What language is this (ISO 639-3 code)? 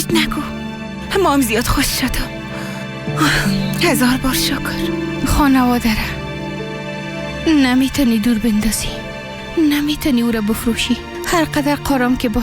fas